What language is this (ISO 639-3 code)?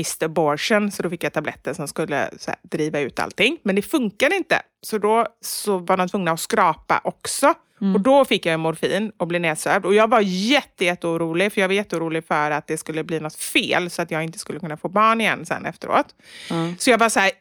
swe